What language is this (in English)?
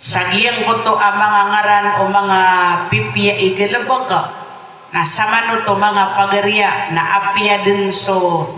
Maranao